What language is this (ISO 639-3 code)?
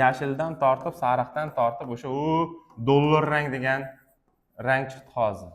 uzb